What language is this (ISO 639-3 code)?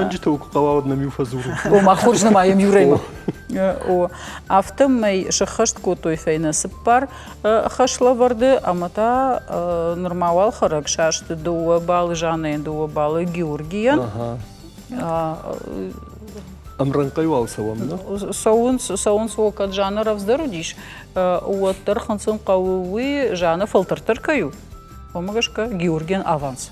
oss